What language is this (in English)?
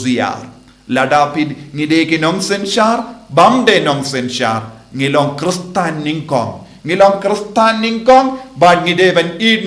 Khasi